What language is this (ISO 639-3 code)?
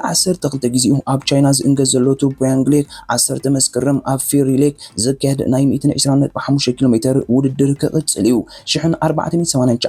tir